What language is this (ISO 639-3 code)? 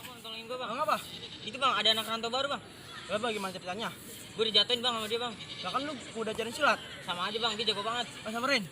bew